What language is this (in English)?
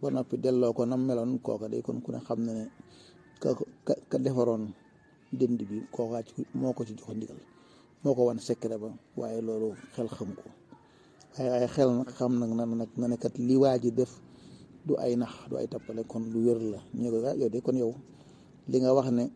Wolof